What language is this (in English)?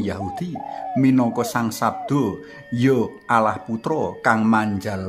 Javanese